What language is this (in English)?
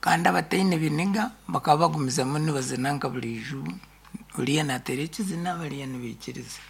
Nyankole